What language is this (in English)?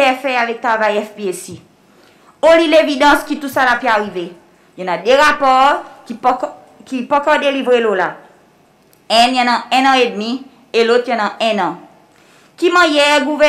Seselwa Creole French